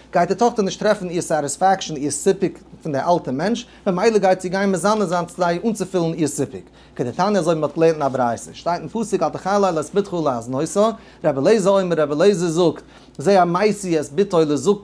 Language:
Yiddish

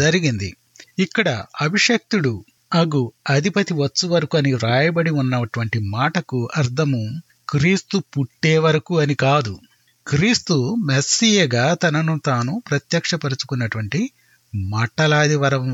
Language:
Telugu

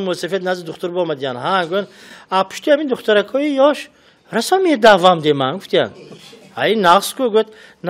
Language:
Tajik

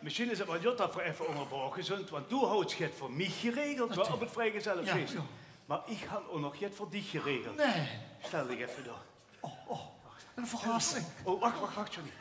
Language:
Limburgish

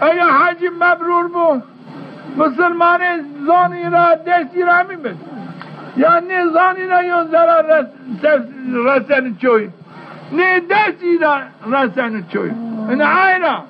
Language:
Zaza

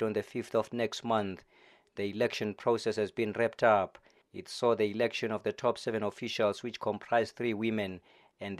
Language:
English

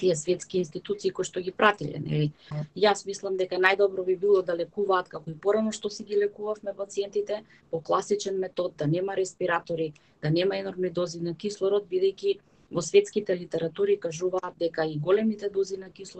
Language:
Macedonian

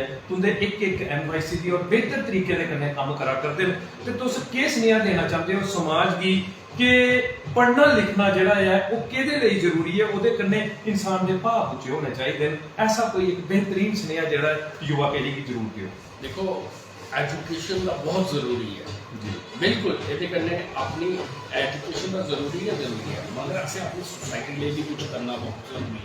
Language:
Dogri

